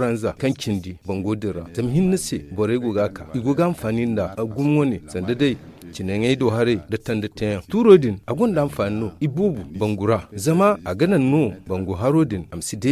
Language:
Zarma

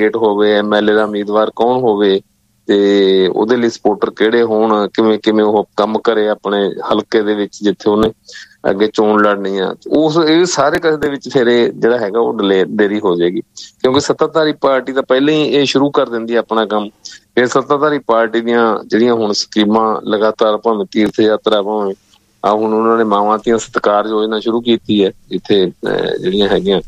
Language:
Punjabi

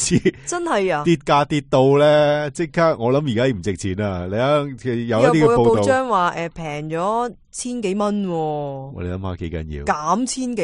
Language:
Cantonese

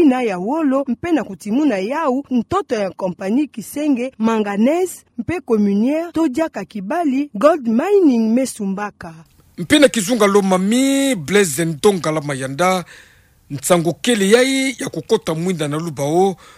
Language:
Kituba (Democratic Republic of Congo)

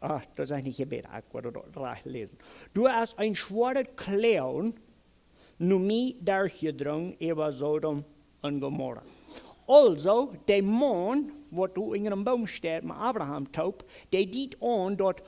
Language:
Plautdietsch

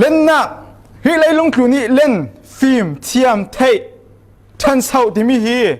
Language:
Falam Chin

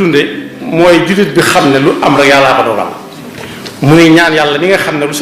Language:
Wolof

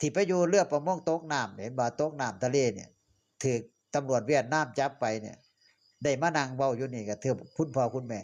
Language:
Northeastern Thai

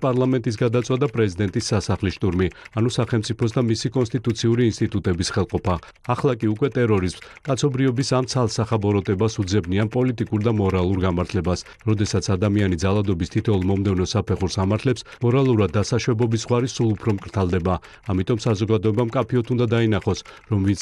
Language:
Georgian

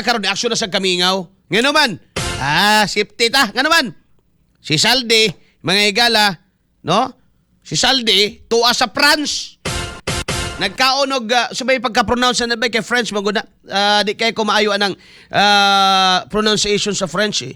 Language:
Cebuano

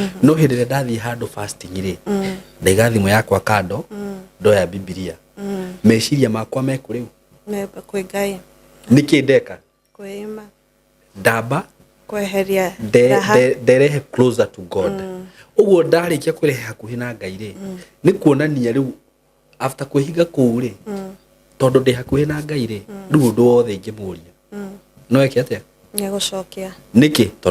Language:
Kikuyu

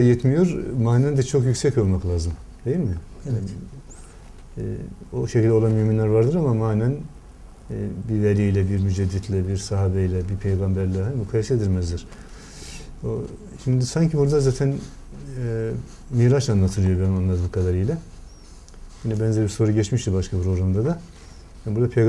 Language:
Turkish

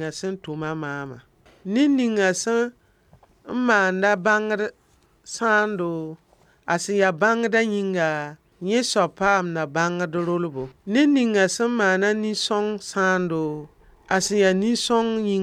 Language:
Mossi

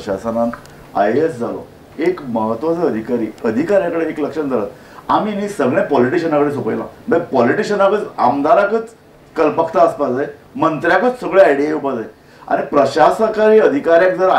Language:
Konkani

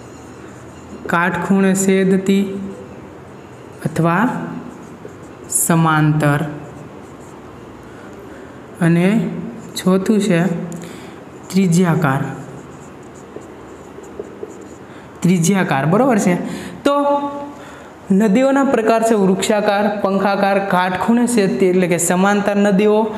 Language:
Gujarati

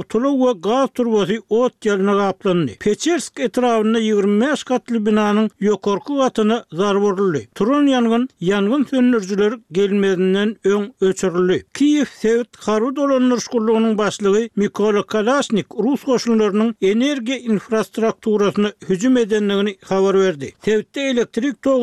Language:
Turkmen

